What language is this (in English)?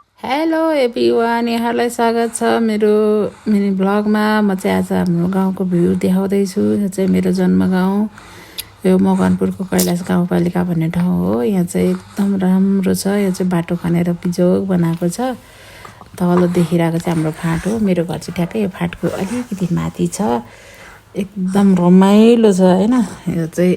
Nepali